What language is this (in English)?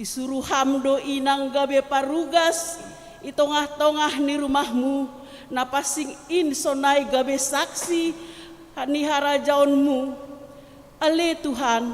Batak Simalungun